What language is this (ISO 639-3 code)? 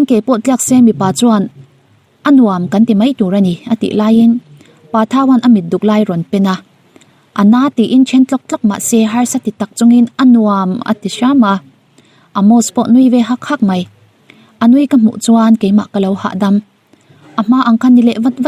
lus